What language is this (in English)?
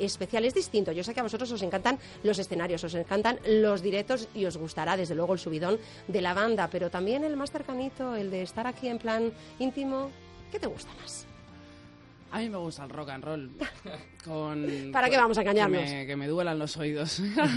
Spanish